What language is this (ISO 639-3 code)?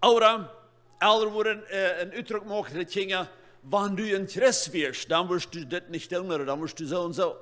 pdt